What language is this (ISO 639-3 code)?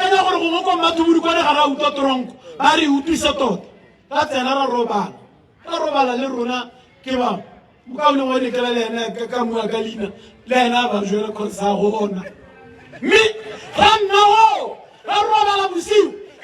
tsn